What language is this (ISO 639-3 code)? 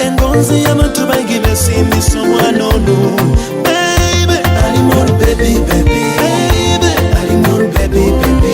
nyo